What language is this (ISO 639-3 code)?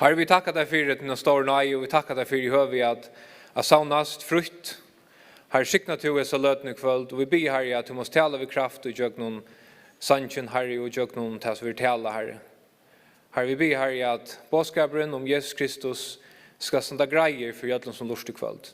fao